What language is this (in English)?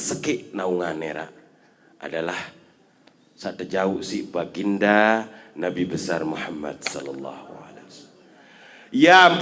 Sasak